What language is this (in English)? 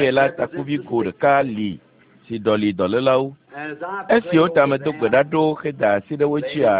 Ewe